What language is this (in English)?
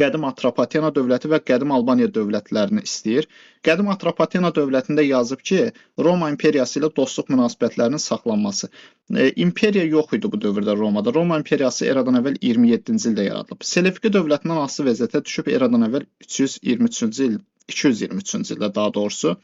Azerbaijani